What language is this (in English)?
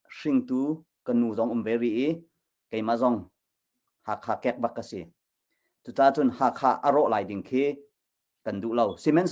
Hakha Chin